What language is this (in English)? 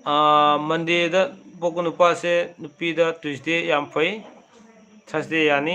Manipuri